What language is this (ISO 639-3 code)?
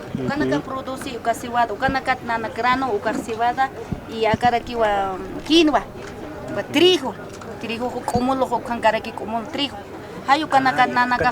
aym